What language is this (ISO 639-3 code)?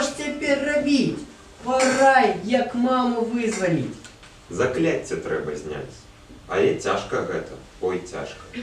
bel